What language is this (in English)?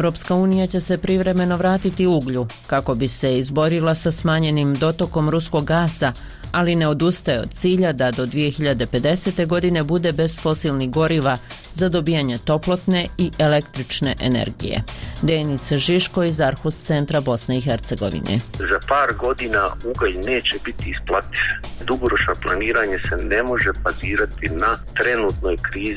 Bosnian